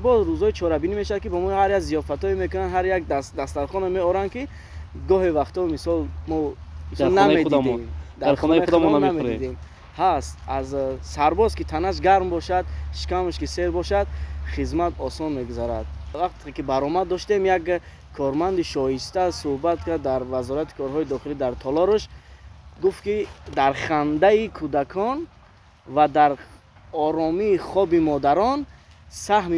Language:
Tajik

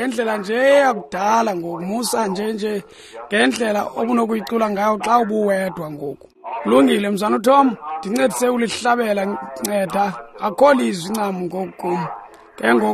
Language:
Xhosa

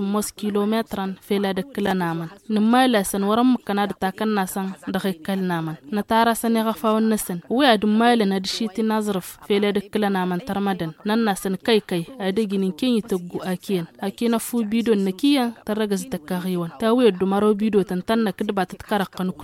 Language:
Tamasheq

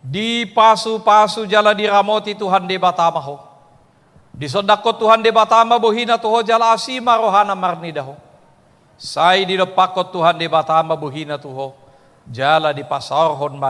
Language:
Batak Toba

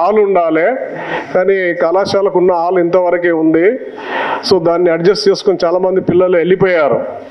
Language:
Telugu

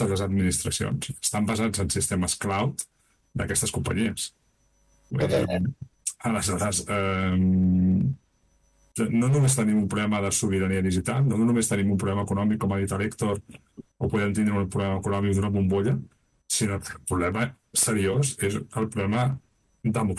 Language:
Catalan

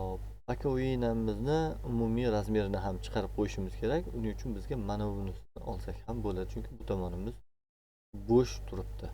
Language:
Uzbek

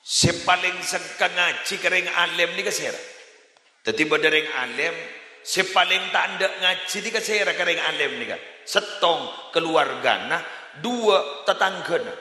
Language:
Madurese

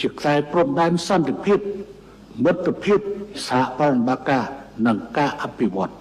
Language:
Khmer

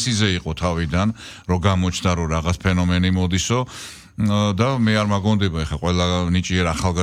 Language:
Georgian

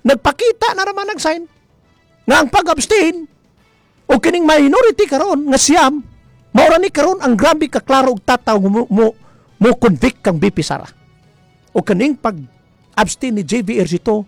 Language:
Cebuano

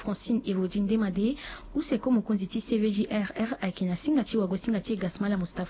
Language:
Sango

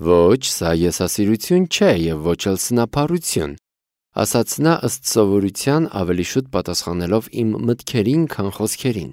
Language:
Armenian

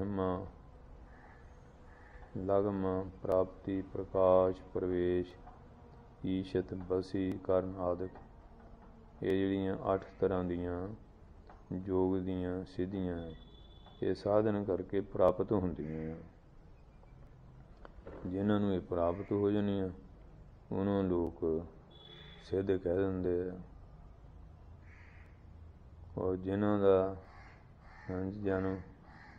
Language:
Punjabi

